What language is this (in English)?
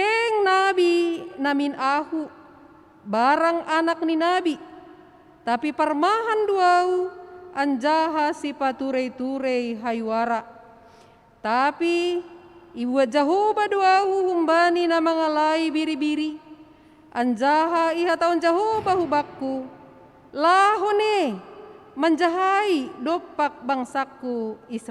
Batak Simalungun